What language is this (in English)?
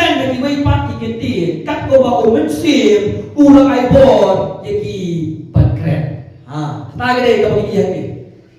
Khasi